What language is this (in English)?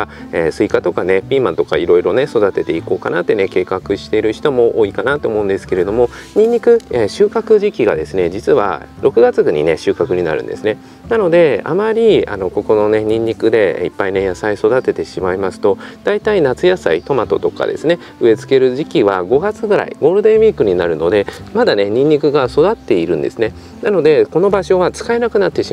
Japanese